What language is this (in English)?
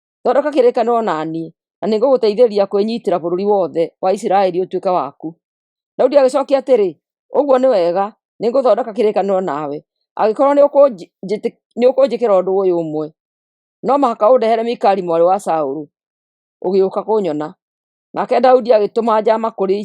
Kikuyu